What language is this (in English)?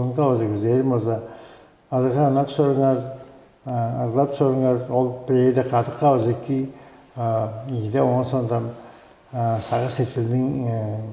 Tuvinian